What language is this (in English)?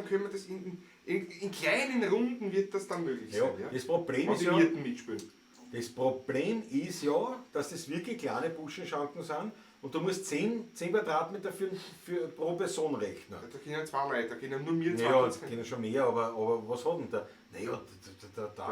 Bavarian